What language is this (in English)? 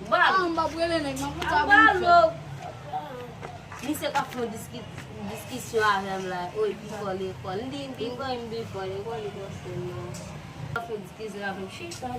Haitian Creole